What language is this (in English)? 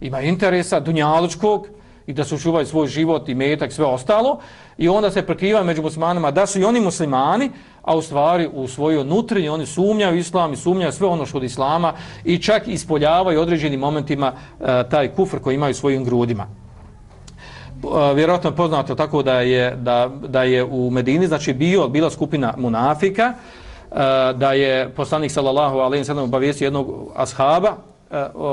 Bosnian